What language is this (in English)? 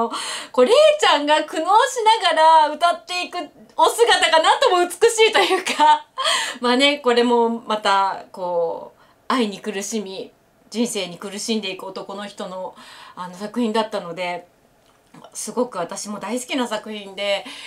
Japanese